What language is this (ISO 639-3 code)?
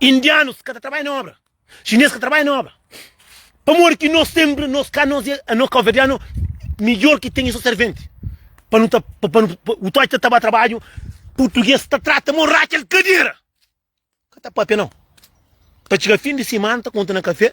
kea